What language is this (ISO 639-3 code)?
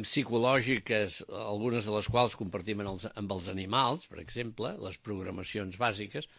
cat